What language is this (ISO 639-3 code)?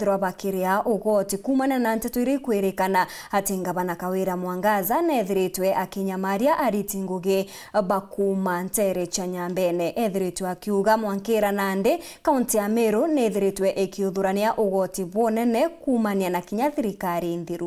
mer